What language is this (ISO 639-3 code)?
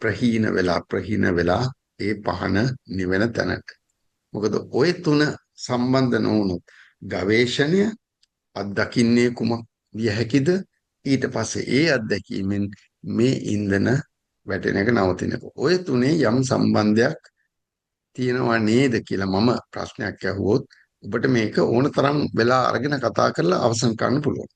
sin